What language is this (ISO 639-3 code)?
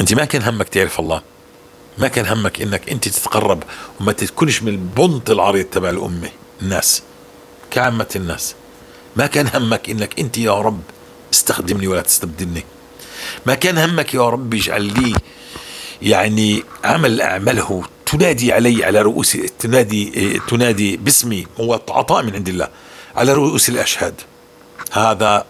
apc